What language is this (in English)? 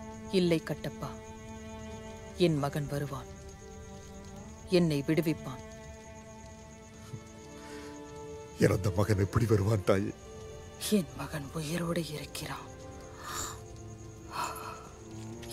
Tamil